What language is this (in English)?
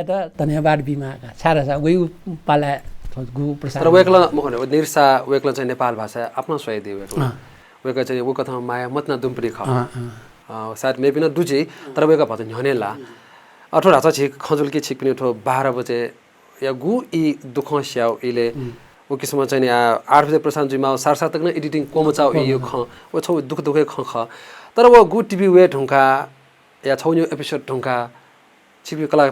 Newari